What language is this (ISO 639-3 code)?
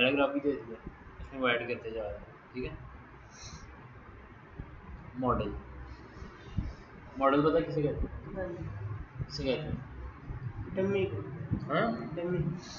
hin